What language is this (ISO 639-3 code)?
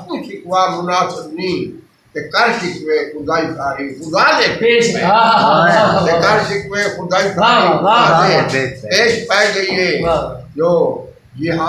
skr